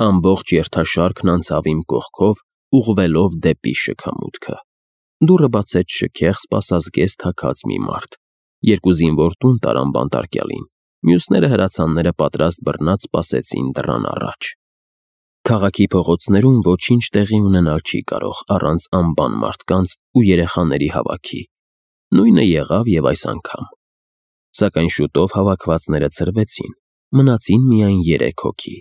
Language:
Armenian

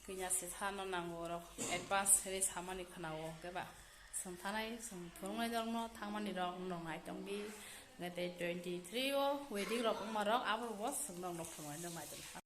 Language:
Kok Borok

